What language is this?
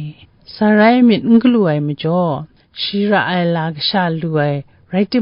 Kachin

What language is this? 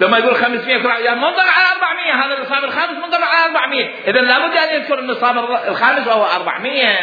Mesopotamian Arabic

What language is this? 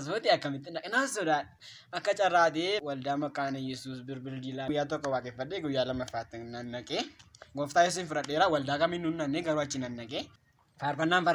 Oromo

